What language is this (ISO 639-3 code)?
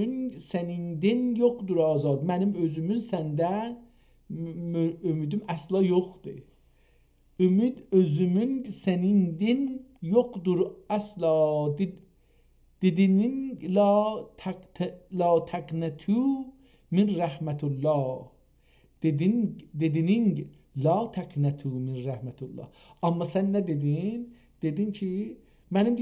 azb